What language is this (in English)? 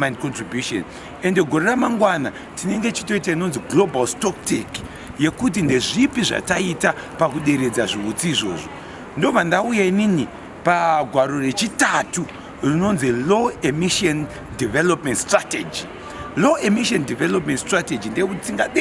Shona